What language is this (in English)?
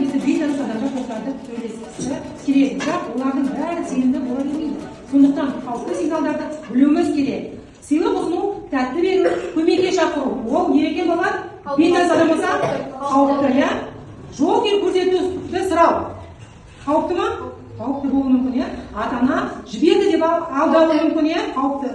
Kazakh